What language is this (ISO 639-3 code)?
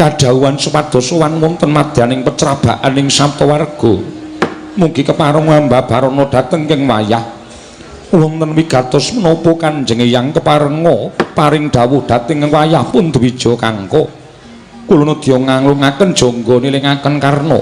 jav